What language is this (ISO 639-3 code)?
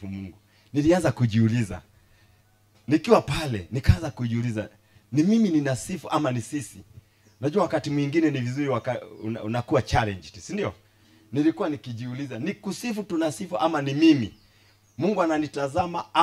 swa